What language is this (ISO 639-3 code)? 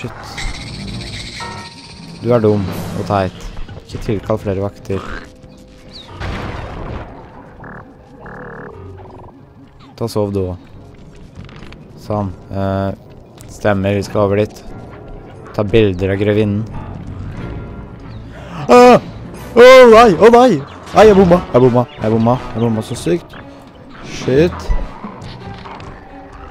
nor